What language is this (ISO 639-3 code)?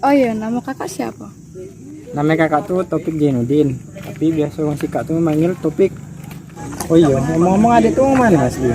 mui